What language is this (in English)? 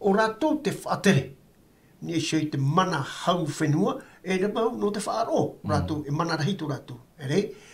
Tahitian